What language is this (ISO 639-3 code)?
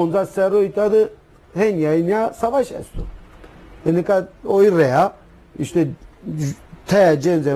zza